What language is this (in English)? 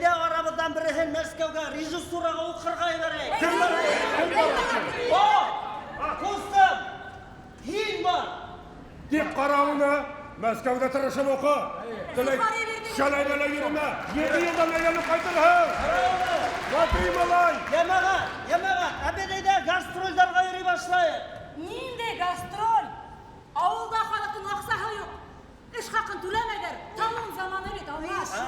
Bashkir